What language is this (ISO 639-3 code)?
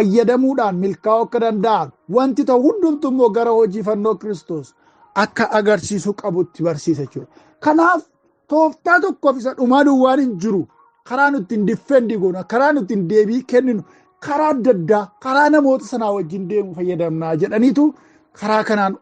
orm